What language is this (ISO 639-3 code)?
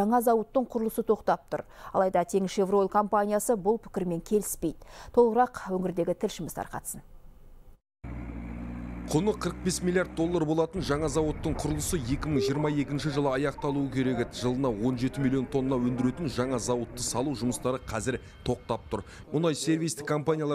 kaz